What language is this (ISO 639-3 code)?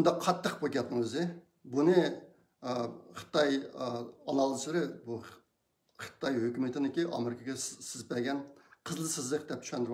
uig